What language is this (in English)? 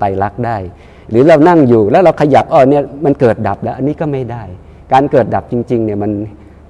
Thai